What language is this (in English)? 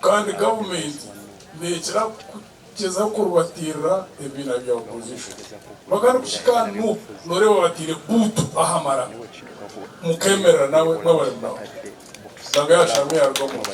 Nyankole